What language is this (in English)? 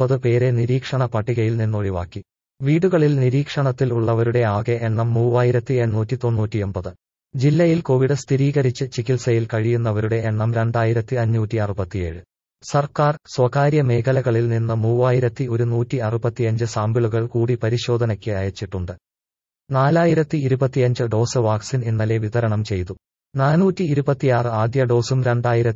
Malayalam